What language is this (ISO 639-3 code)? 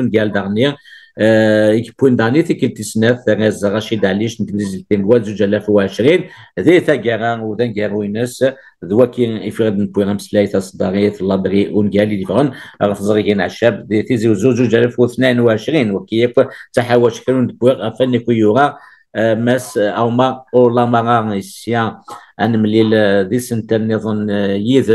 kab